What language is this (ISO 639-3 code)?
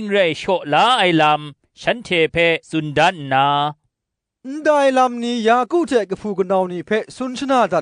kac